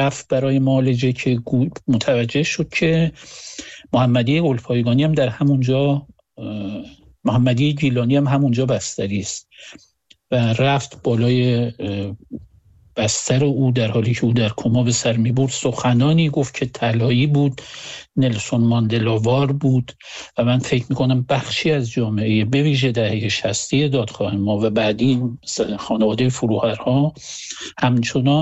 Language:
Persian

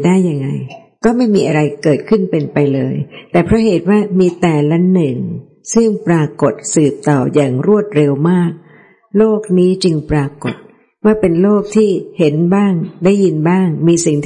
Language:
Thai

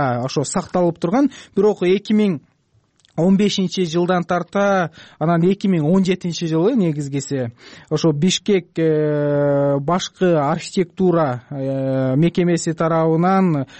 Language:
Kyrgyz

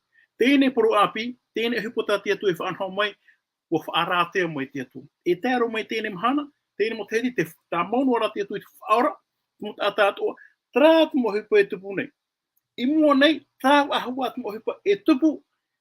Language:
Tahitian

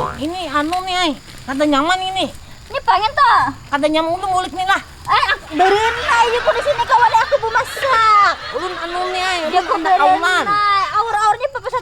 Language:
Banjar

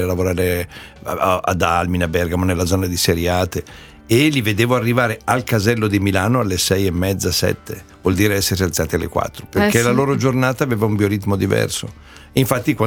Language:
Italian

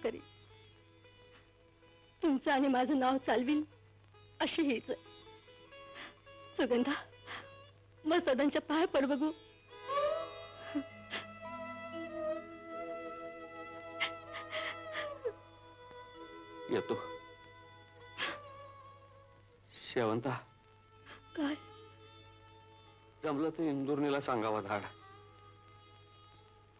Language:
Marathi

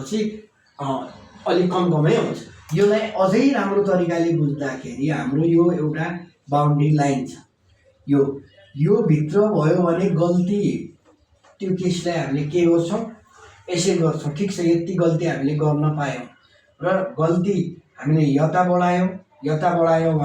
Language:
Nepali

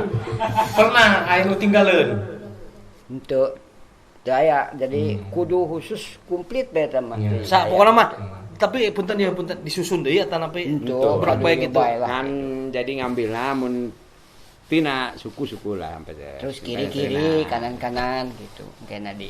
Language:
Sundanese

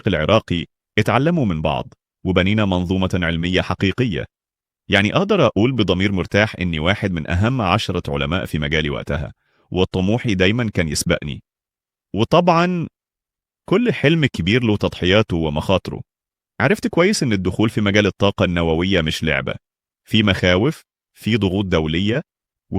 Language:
Egyptian Arabic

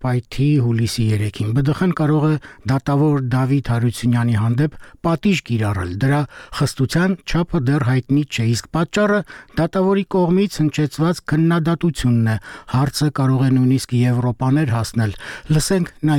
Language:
Armenian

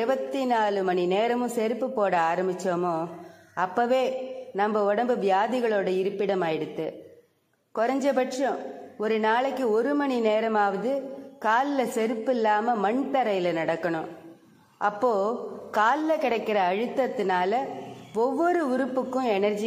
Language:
Tamil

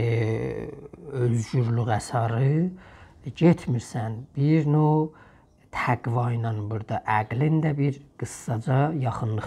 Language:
South Azerbaijani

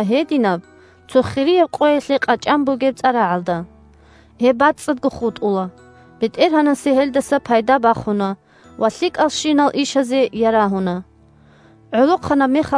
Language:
Avaric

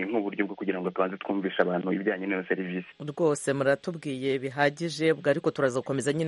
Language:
Kinyarwanda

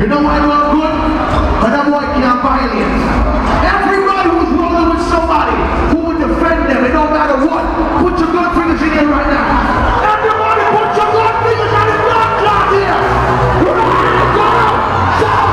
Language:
Jamaican Creole English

